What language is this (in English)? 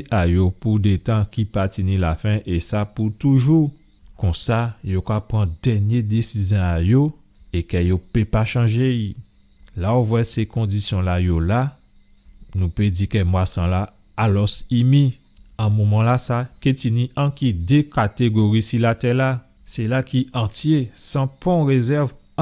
Guadeloupean Creole French